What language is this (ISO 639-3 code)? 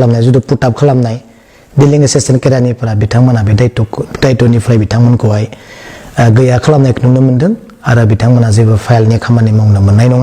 brx